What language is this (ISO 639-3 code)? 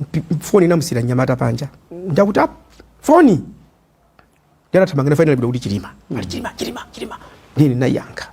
nya